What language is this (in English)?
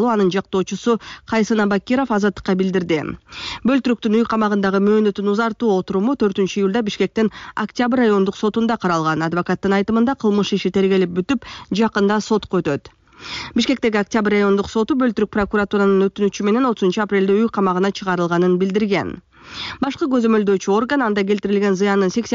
Kyrgyz